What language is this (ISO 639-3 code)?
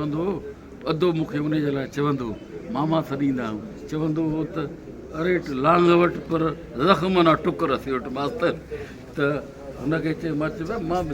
brh